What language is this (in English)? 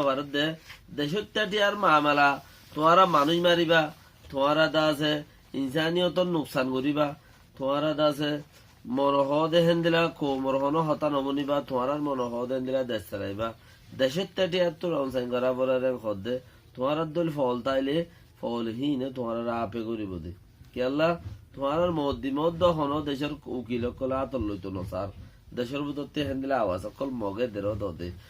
Rohingya